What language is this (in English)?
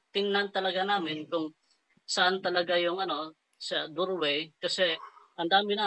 Filipino